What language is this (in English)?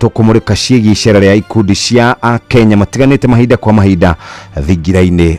Kikuyu